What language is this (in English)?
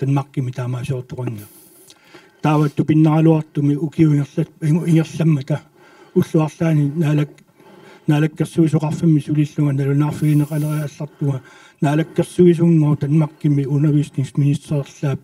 Kalaallisut